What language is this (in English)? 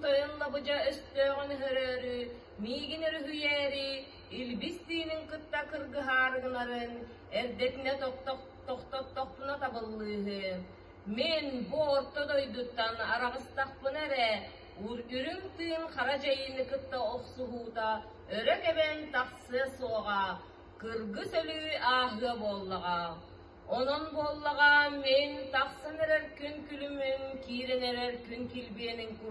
Yakut